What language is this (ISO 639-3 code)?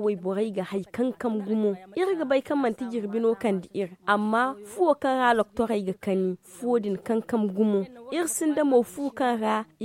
dje